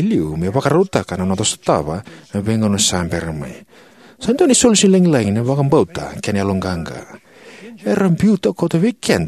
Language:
Fijian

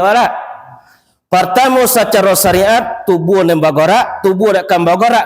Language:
Minangkabau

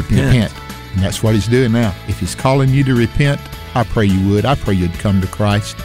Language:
English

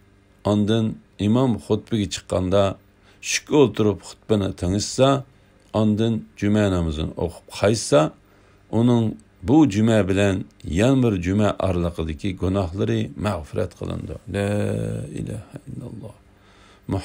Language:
Uyghur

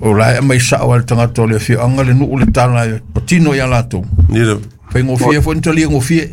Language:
Samoan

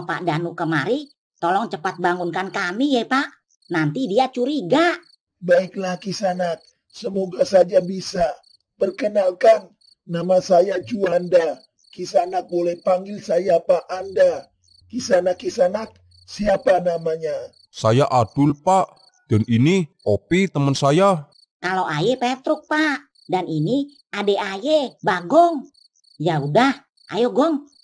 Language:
Betawi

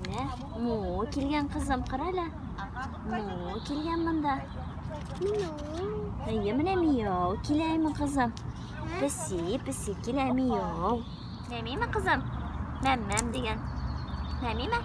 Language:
Tatar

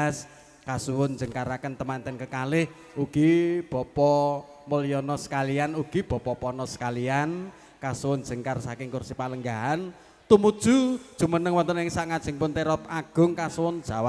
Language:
Javanese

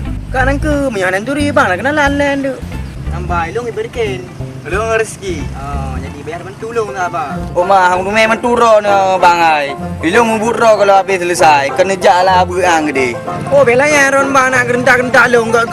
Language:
Achinese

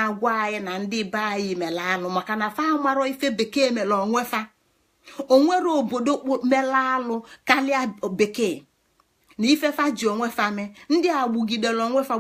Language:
Igbo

